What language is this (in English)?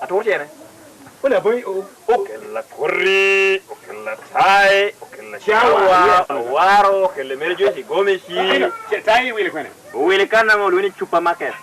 Lango (Uganda)